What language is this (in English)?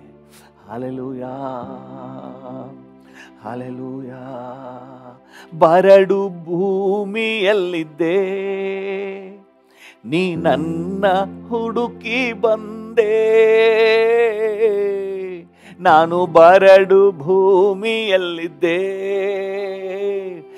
Kannada